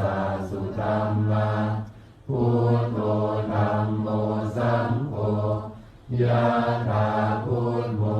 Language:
Pali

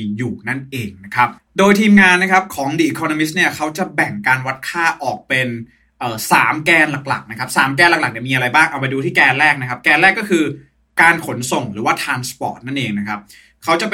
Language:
Thai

